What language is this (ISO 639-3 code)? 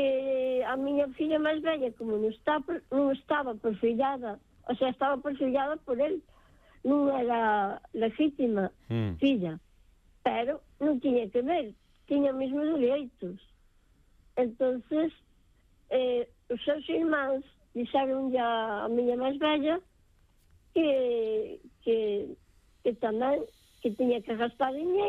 glg